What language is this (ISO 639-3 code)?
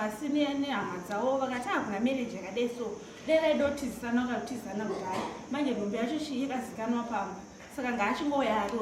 sna